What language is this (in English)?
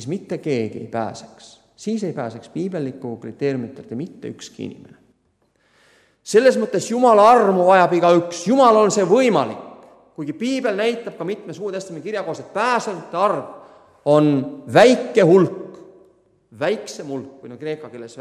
Estonian